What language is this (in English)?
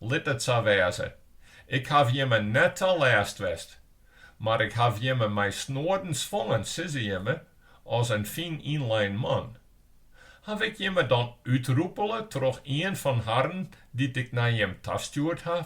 Western Frisian